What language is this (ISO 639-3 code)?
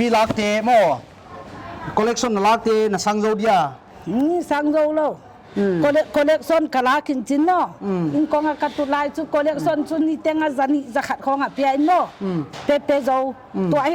pck